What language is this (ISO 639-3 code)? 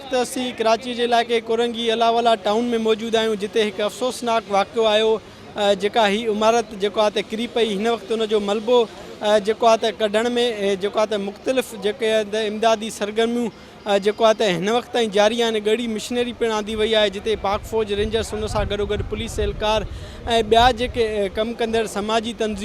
snd